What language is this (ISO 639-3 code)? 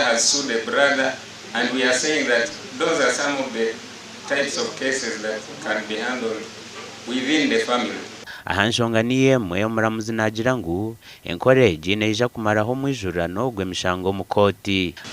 nyn